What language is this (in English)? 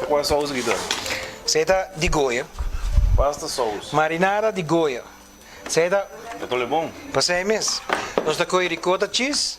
Papiamento